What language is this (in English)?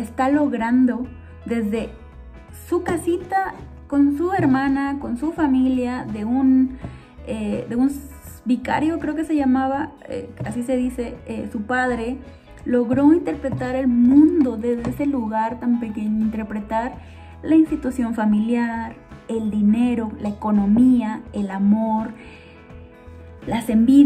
Spanish